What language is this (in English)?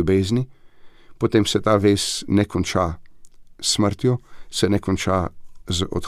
Slovenian